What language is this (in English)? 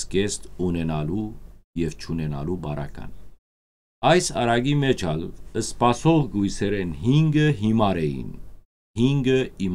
Western Armenian